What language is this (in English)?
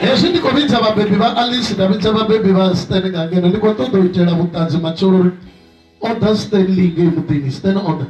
Venda